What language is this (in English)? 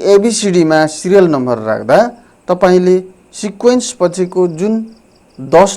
Nepali